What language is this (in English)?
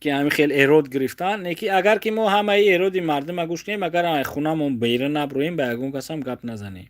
Tajik